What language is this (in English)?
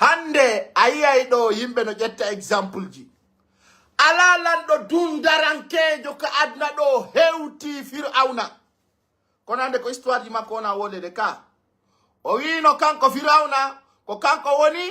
Pular